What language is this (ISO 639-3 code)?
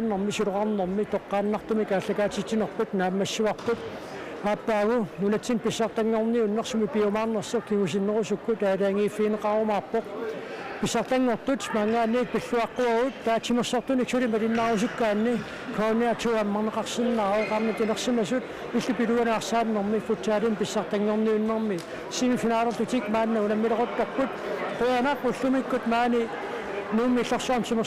kal